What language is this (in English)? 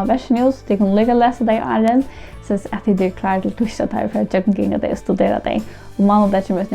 Faroese